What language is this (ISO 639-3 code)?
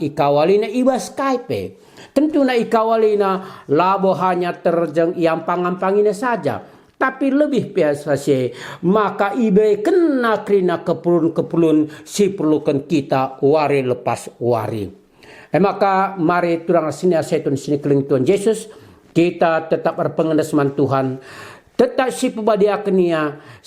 btx